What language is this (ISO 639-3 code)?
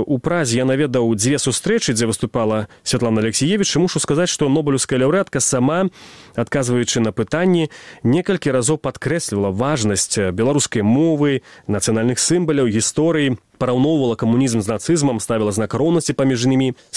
bel